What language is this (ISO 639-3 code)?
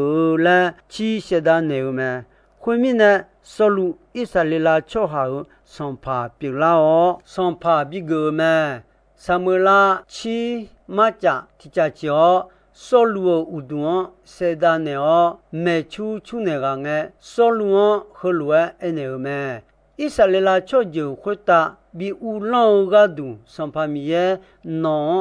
ahk